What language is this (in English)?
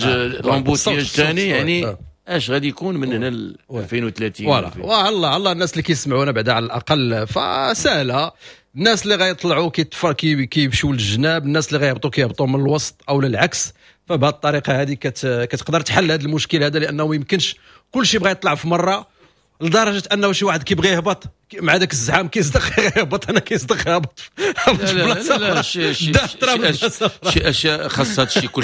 Moroccan Arabic